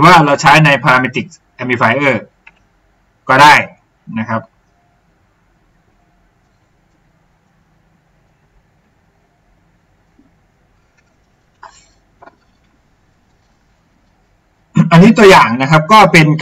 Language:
Thai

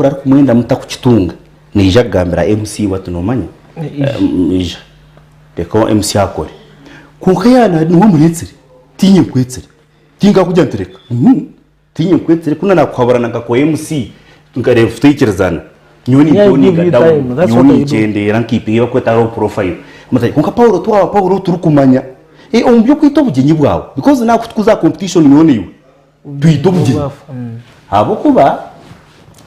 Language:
Nyankole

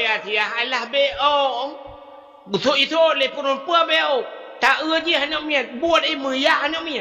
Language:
Achinese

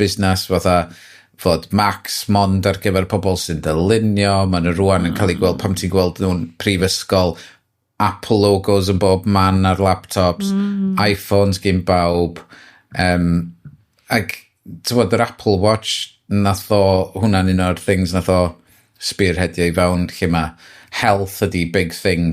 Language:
Welsh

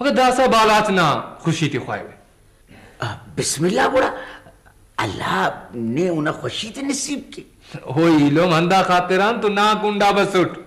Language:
Brahui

